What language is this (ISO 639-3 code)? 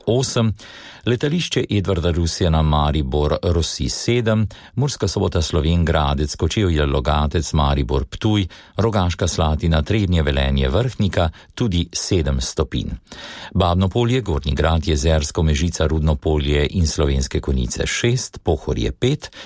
slv